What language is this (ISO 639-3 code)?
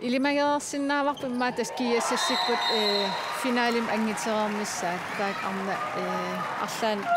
kal